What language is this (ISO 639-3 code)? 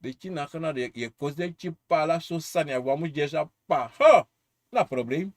srn